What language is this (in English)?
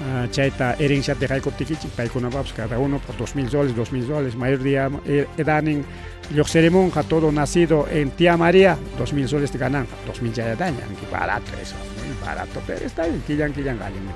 Ayacucho Quechua